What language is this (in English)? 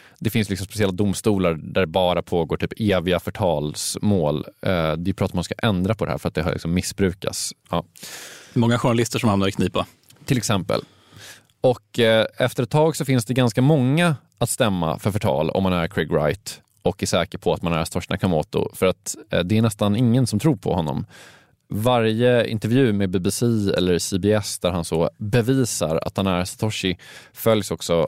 Swedish